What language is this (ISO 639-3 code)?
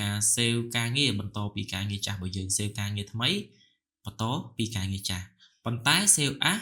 khm